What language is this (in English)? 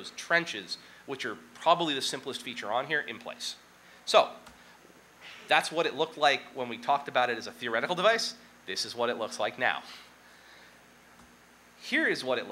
English